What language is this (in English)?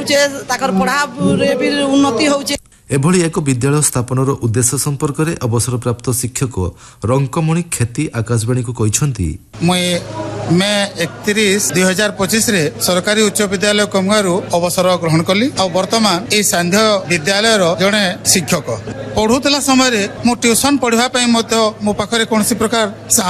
Odia